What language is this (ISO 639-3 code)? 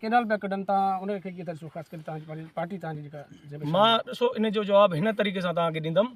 snd